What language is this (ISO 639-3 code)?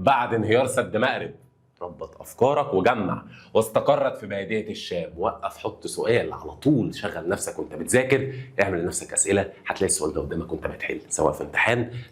arz